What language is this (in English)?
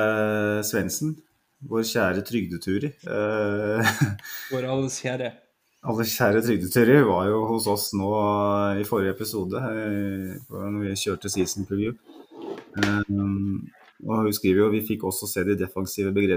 Norwegian